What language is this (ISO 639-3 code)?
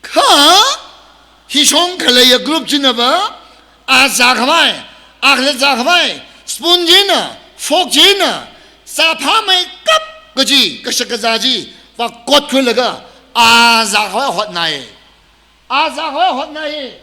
nmf